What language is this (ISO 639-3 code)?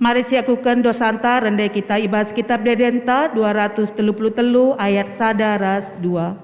btx